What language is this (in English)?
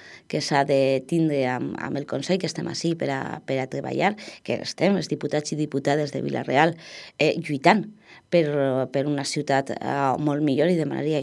Catalan